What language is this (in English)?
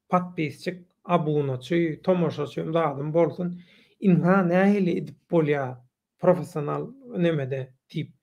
Turkmen